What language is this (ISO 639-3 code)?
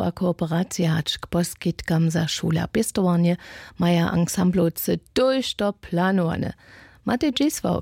hsb